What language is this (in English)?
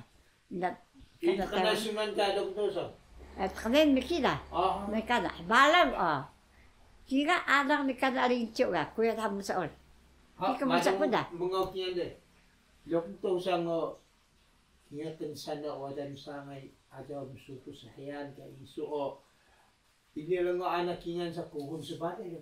Taroko